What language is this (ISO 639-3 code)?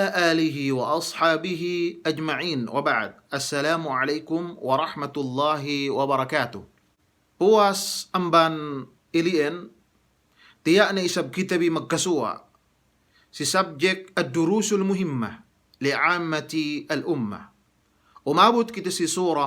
yka